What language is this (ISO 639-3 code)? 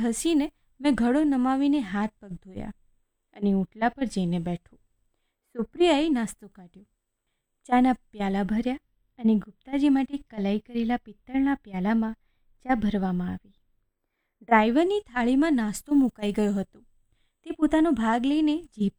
guj